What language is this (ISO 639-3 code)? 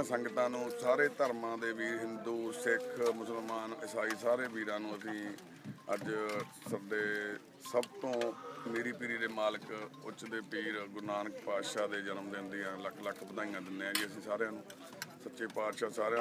pan